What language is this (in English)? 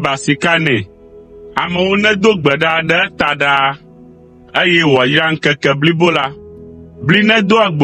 Ewe